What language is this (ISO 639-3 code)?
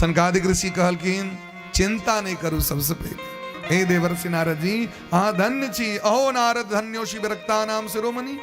mai